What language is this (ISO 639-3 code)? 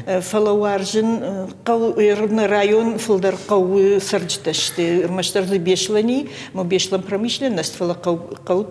oss